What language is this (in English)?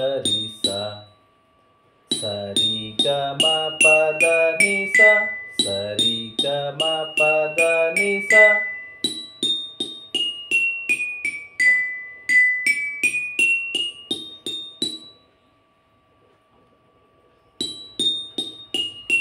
Kannada